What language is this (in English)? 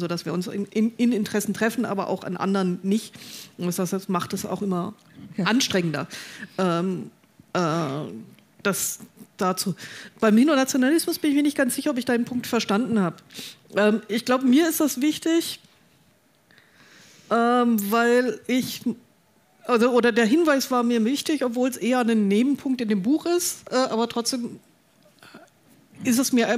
German